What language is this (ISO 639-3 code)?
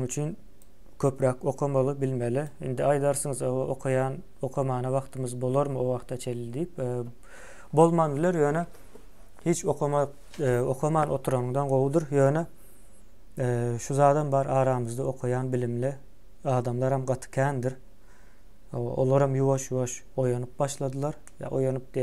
tuk